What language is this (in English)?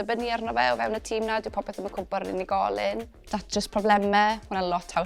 Welsh